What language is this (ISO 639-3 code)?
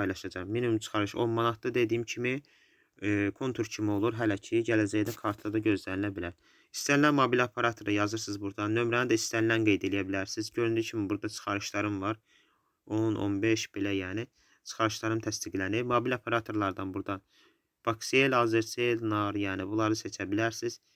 aze